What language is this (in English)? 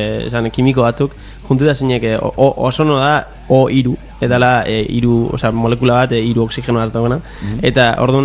Basque